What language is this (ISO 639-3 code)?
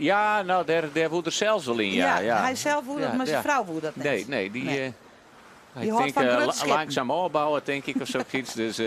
fry